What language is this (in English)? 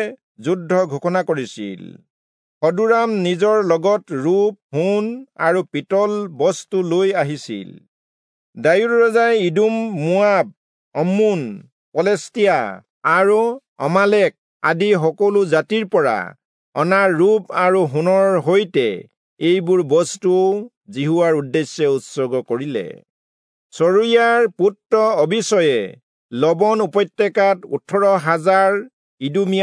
Assamese